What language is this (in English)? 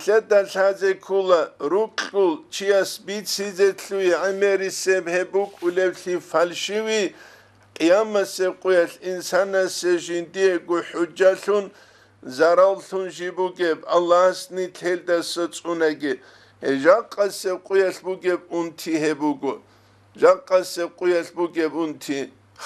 Avaric